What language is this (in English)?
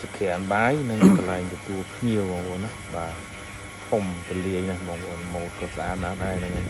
Khmer